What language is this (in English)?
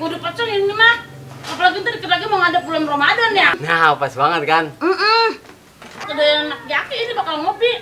Betawi